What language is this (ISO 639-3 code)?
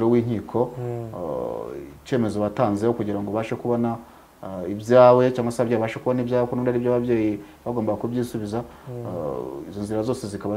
kin